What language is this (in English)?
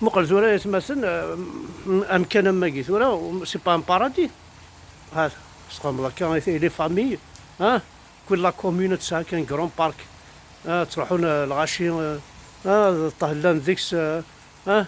Kabyle